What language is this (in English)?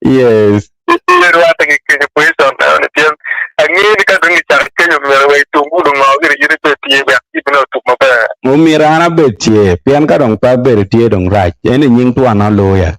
Acoli